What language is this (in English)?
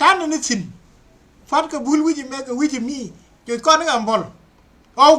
Nuer